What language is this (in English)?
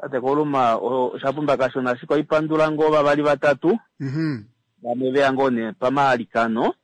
Kuanyama